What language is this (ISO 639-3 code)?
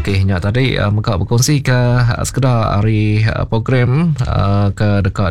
iba